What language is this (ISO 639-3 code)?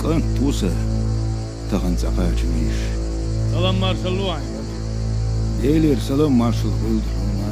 che